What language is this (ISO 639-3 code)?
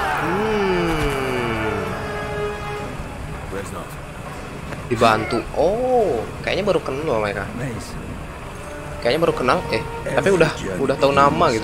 ind